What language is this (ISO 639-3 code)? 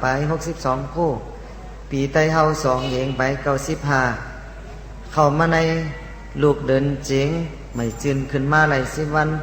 shn